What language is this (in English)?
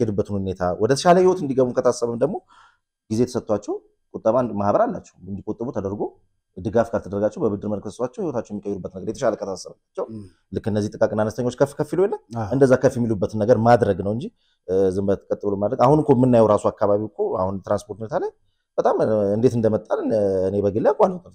Amharic